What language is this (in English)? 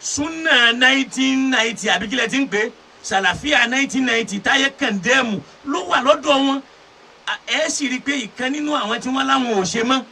Yoruba